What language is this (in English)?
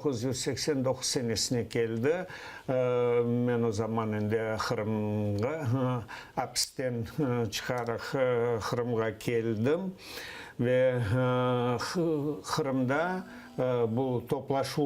Crimean Tatar